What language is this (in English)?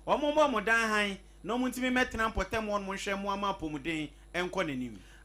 Akan